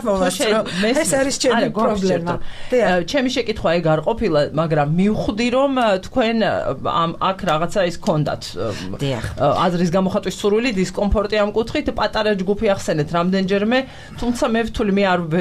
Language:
Georgian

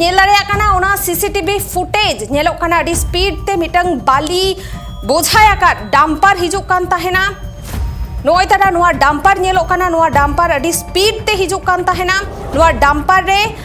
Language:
Santali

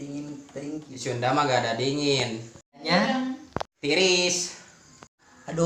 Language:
Sundanese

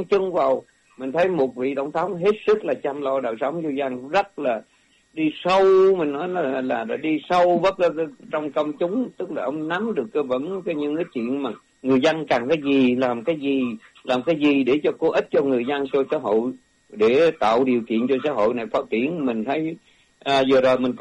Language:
Vietnamese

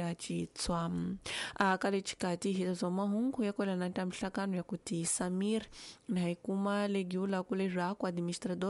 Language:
Tsonga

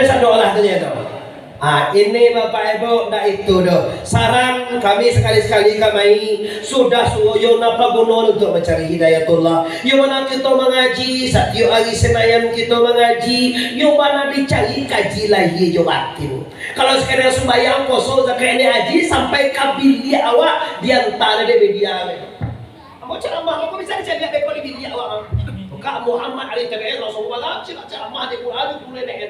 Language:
Minangkabau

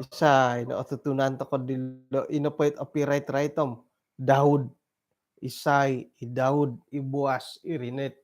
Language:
Central Dusun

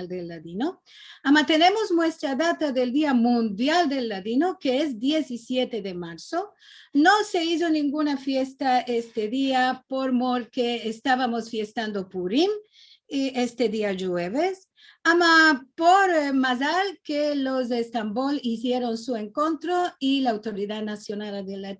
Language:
Ladino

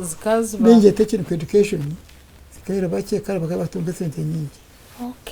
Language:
Nyankole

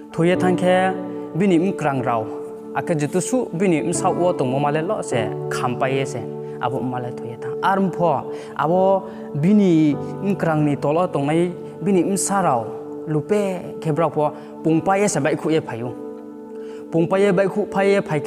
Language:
Riang (India)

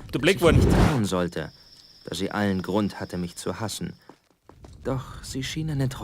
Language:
Bavarian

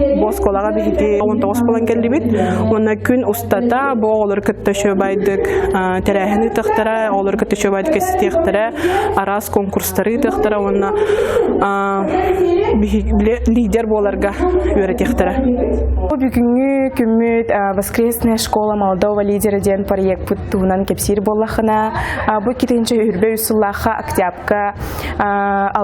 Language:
Yakut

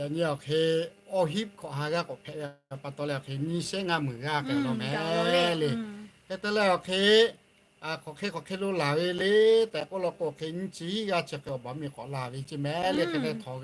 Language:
Lahu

